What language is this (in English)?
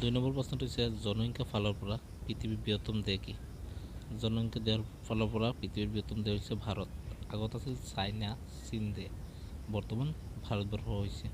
Assamese